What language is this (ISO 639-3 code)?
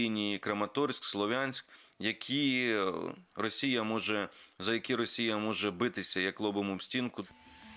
ukr